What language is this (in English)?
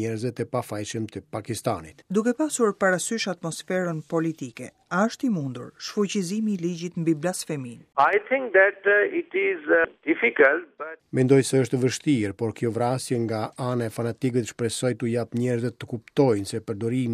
Albanian